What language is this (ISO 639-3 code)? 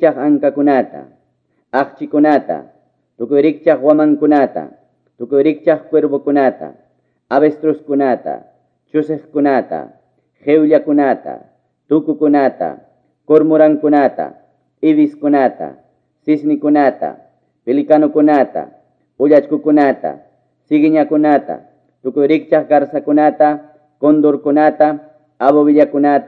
que